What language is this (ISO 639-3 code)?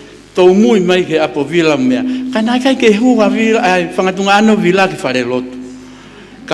ton